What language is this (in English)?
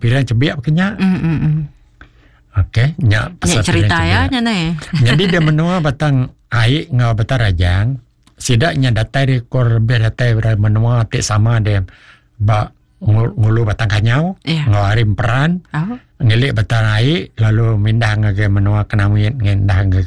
Iban